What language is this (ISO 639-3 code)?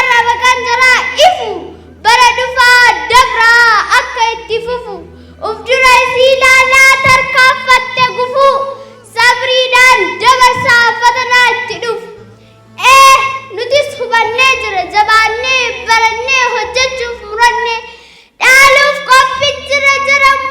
orm